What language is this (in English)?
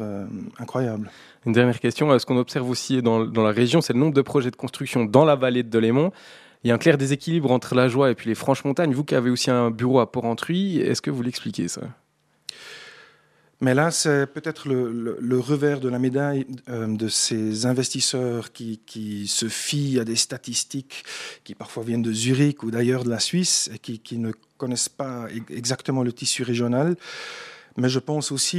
French